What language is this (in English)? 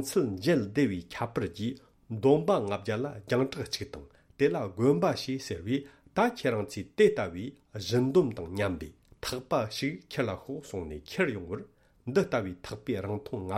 Tibetan